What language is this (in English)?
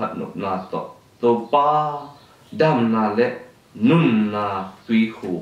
Tedim Chin